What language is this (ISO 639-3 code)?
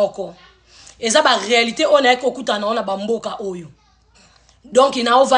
lin